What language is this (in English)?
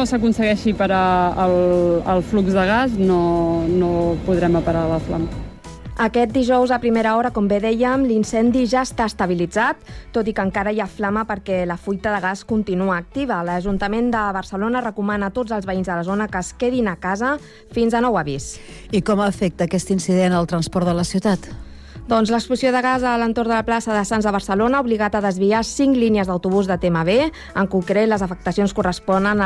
Catalan